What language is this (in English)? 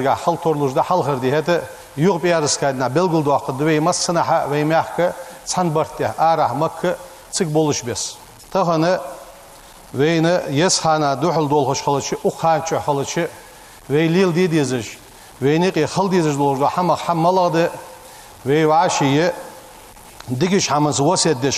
Ingush